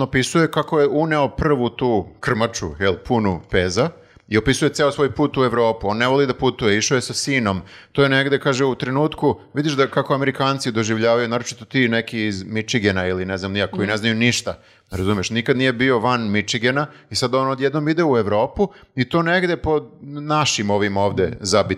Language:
Serbian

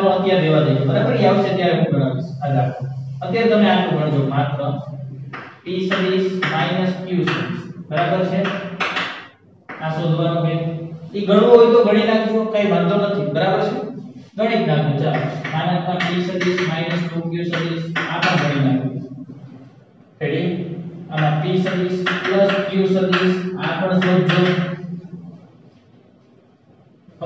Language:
Gujarati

